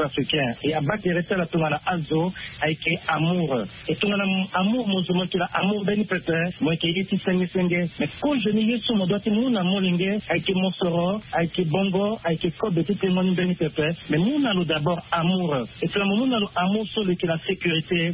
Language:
Sango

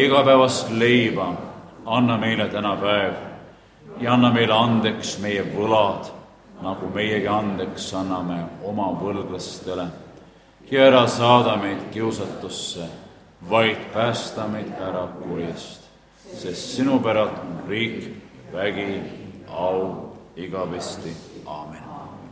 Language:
Estonian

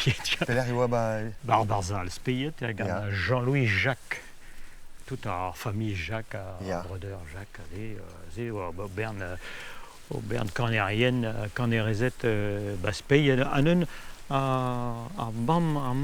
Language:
Breton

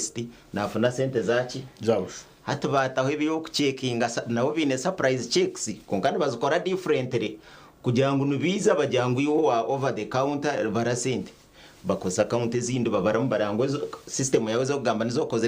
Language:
Nyankole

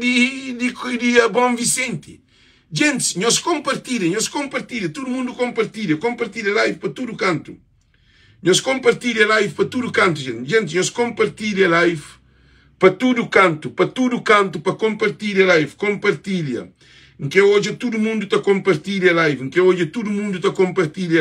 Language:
Kabuverdianu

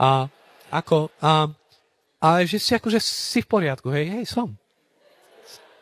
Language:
Slovak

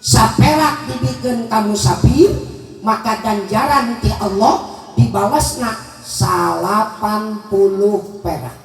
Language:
Sundanese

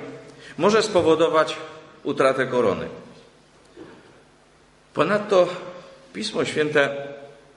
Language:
Polish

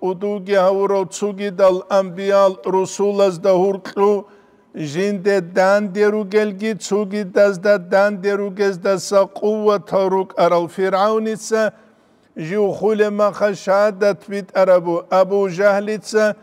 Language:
Avaric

